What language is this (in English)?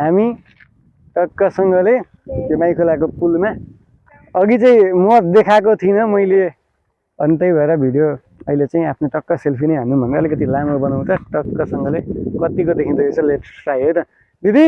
Nepali